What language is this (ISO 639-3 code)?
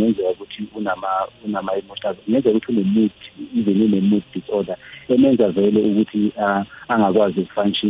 nbl